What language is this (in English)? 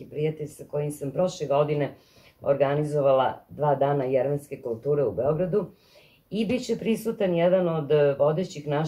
Serbian